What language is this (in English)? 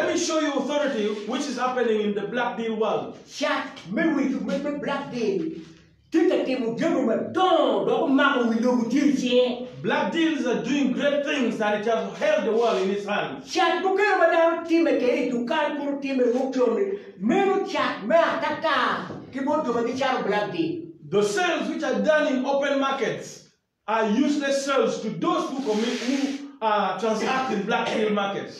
Acoli